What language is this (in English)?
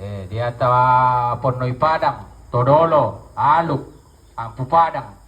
Toraja-Sa'dan